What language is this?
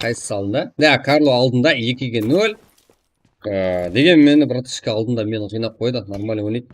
Kara-Kalpak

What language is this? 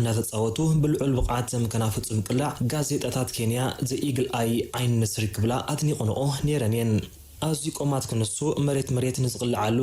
Tigrinya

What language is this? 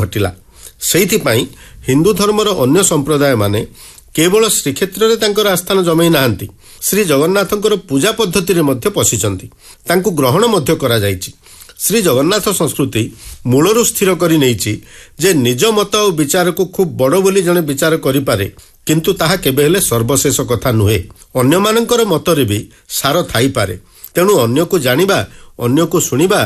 Odia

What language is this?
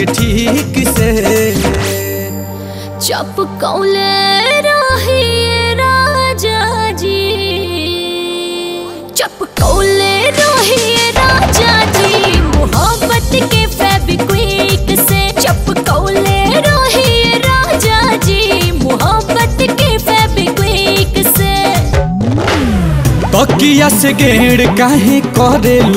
Bhojpuri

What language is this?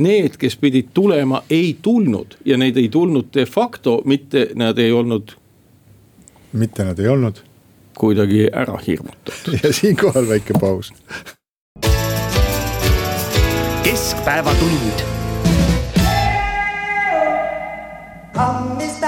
Estonian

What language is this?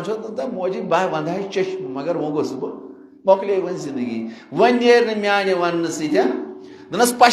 Kashmiri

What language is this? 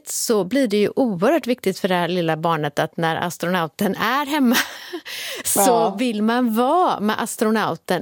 Swedish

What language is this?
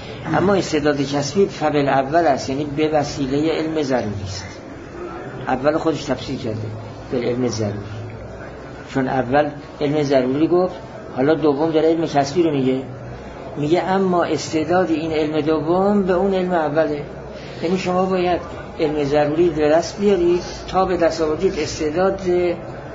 Persian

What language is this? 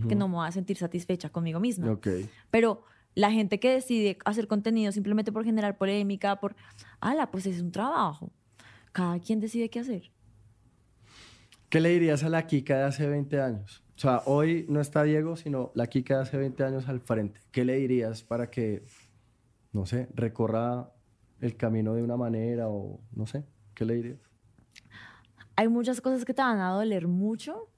Spanish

